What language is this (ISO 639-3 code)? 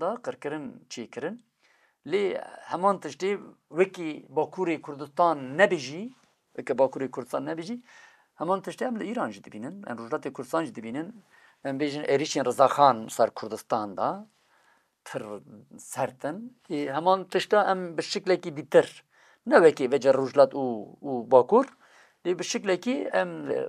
kur